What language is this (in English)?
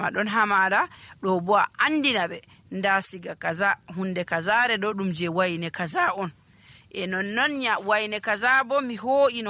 Nigerian Fulfulde